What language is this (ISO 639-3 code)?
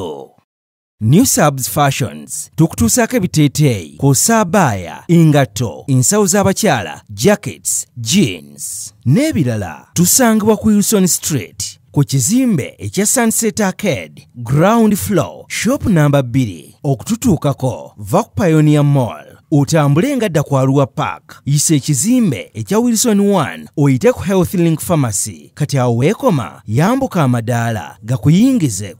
lug